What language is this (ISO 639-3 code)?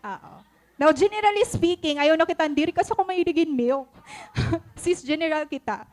war